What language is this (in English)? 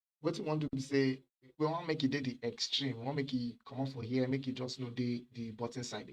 Nigerian Pidgin